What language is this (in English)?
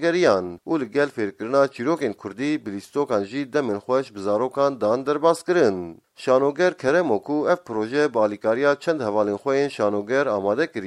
Kurdish